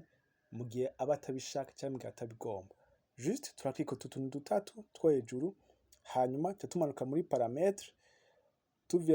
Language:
Rundi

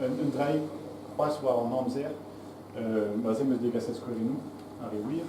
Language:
Breton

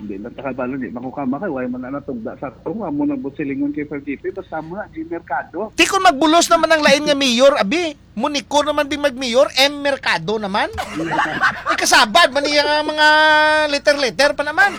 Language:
Hiligaynon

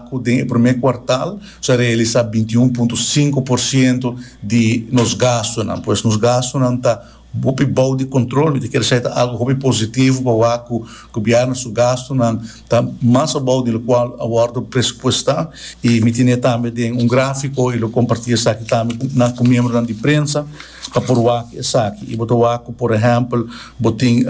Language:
Papiamento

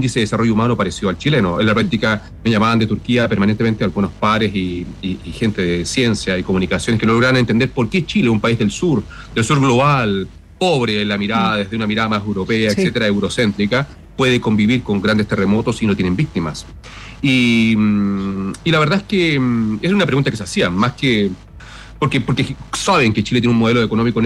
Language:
Spanish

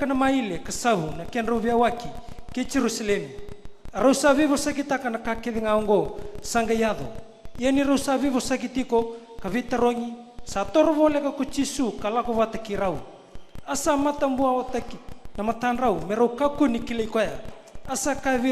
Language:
Fijian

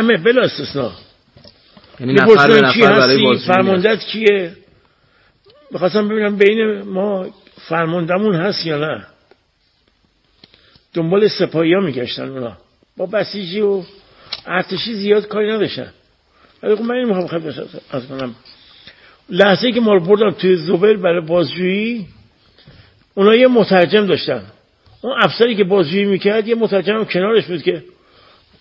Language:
Persian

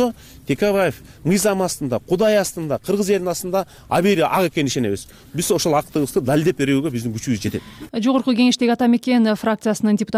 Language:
Kyrgyz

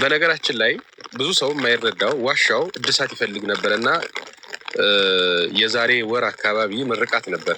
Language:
Amharic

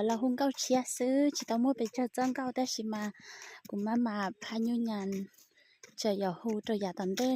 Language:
Hmong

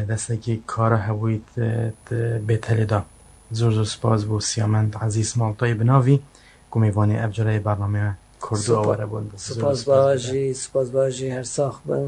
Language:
Kurdish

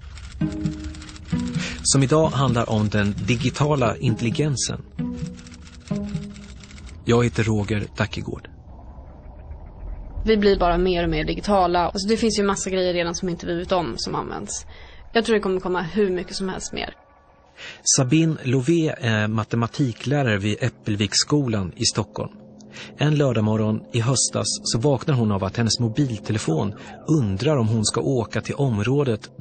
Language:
Swedish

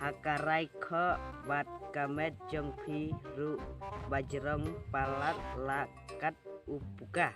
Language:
Khasi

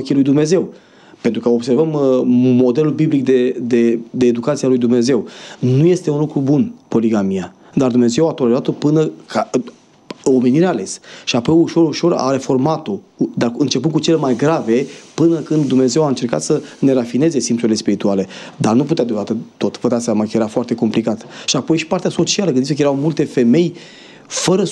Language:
Romanian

